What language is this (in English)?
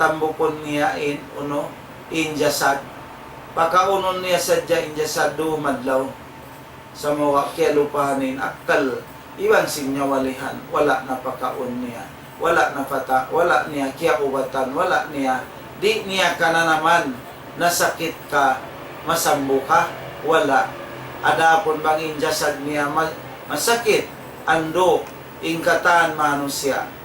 Tausug